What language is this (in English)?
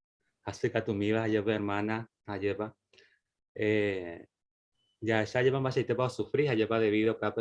Guarani